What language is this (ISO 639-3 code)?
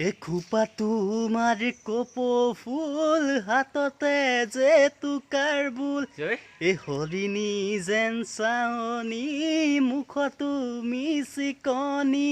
asm